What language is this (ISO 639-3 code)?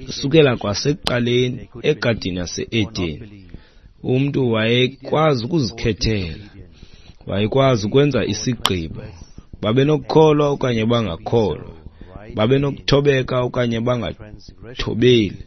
xho